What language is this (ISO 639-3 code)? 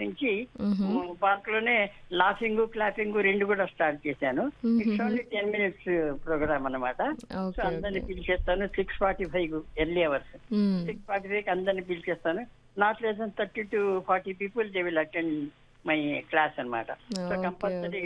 tel